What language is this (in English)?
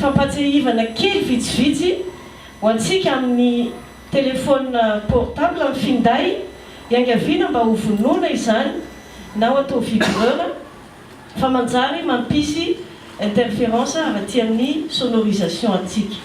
Malagasy